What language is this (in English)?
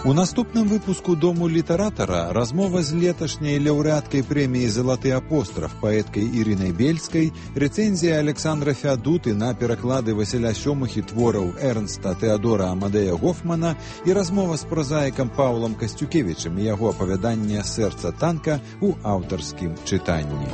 Belarusian